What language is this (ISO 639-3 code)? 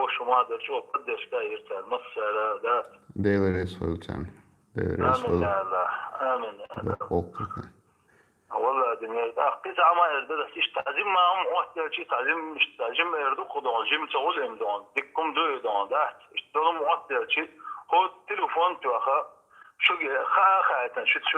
che